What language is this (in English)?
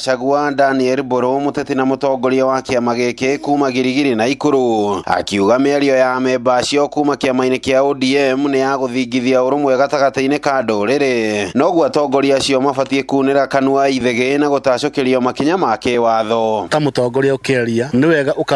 Kikuyu